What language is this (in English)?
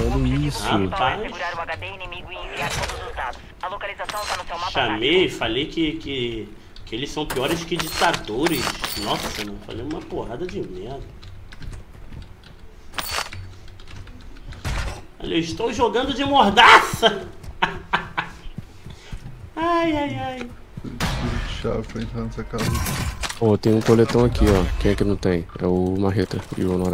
Portuguese